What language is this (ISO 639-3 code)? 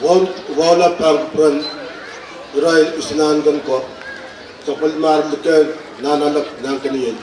pon